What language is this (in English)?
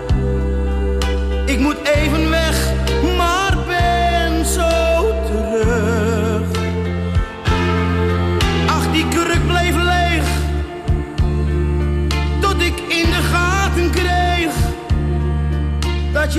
Dutch